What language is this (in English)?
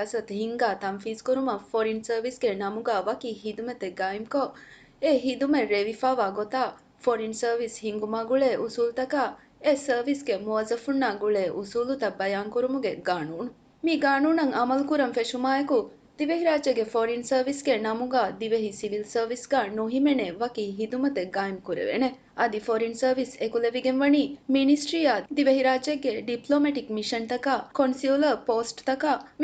Divehi